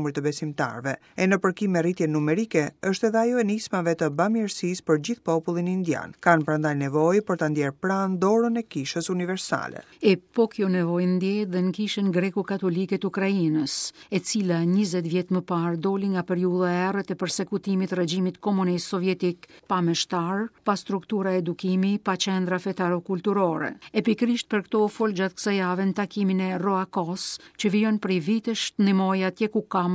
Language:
Albanian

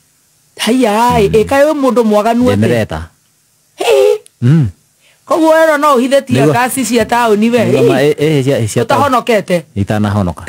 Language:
Kikuyu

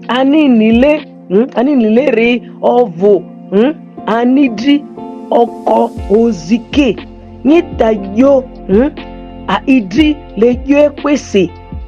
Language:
Ma'di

